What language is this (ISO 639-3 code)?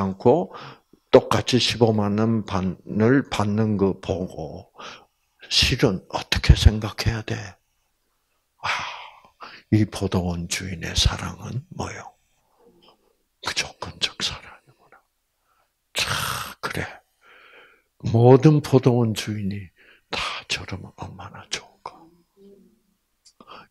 kor